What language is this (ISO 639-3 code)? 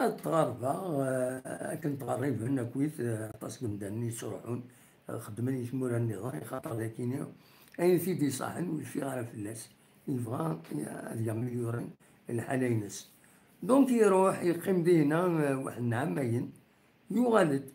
kab